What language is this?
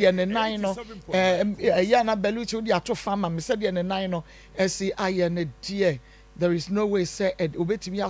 Akan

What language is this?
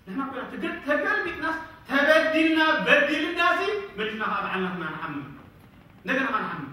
Tigrinya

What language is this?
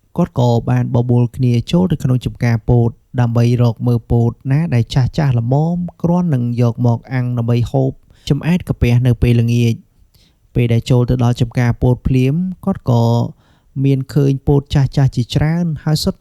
Khmer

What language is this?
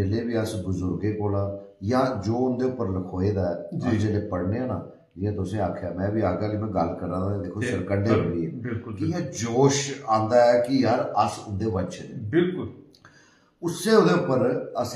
Dogri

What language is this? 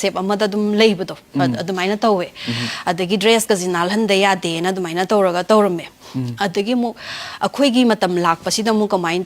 Manipuri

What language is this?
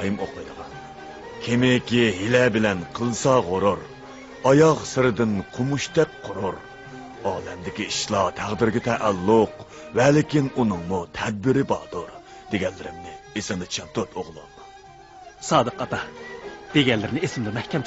Uyghur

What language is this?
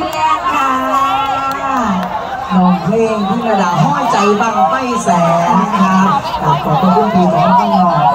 Thai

